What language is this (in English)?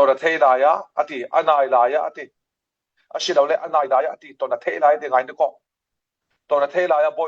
Falam Chin